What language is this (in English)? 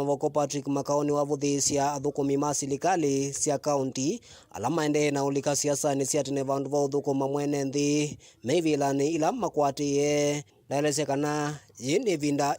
Kamba